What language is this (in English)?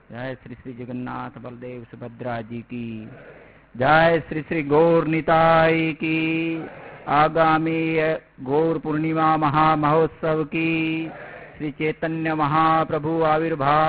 Hindi